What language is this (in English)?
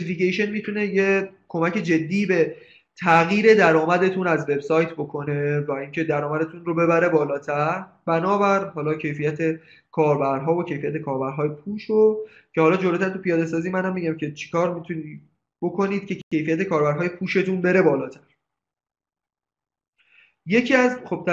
Persian